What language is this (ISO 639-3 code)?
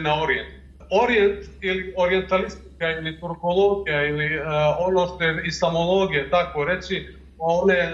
bos